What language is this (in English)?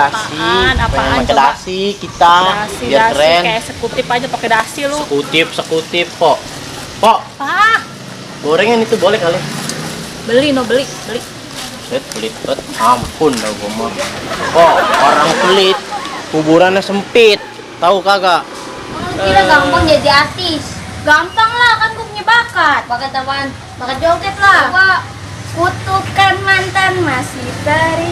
Betawi